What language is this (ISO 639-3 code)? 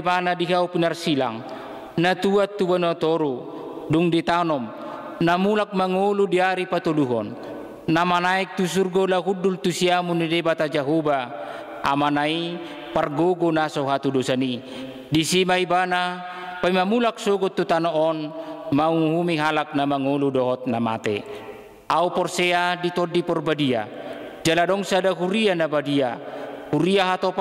bbc